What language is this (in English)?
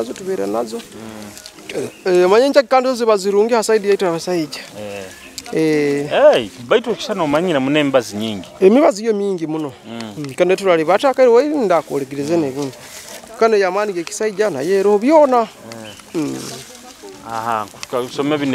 Nyoro